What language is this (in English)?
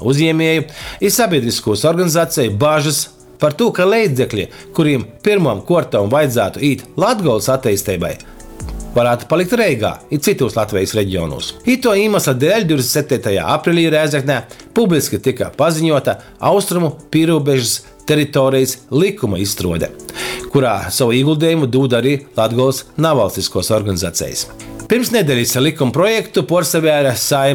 Latgalian